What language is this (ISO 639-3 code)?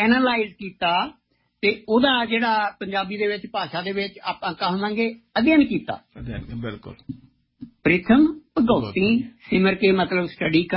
pan